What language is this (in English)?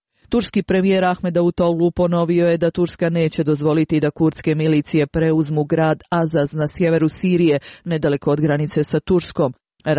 Croatian